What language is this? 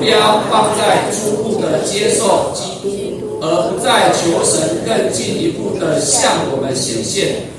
Min Nan Chinese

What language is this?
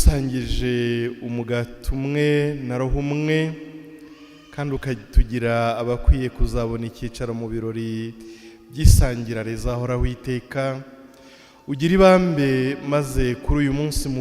Kinyarwanda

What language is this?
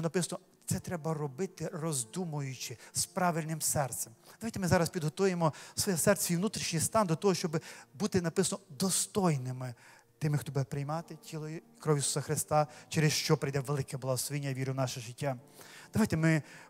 Ukrainian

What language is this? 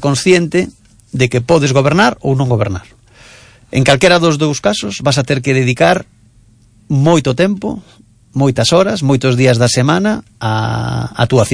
Galician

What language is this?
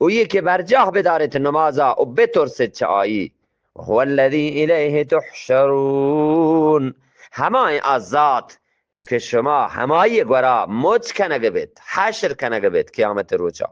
Eastern Balochi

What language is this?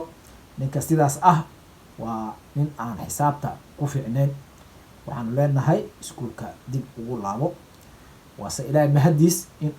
Somali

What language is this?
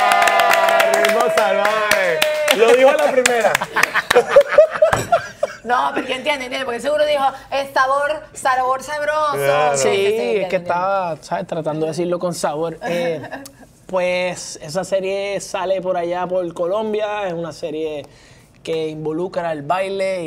Spanish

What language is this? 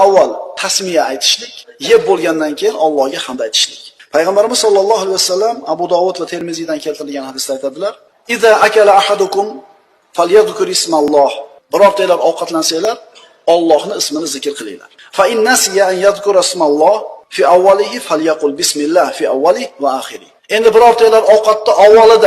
Uzbek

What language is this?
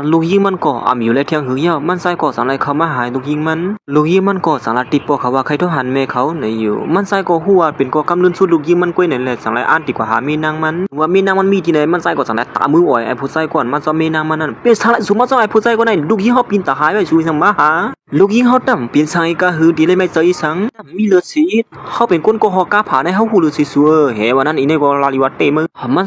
Shan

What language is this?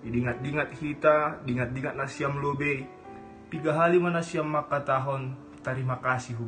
Batak Simalungun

